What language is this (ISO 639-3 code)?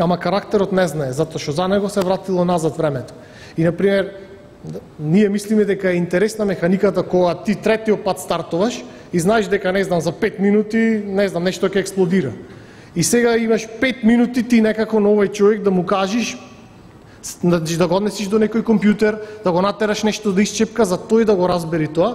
mkd